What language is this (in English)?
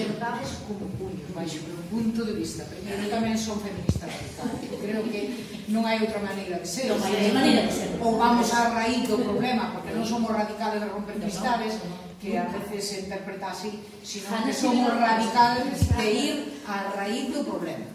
Galician